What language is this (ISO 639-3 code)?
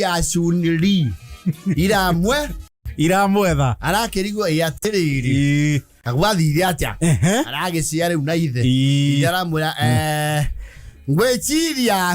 kik